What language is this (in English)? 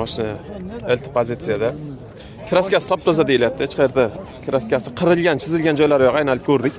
Uzbek